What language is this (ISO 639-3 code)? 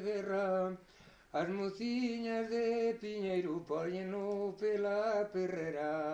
glg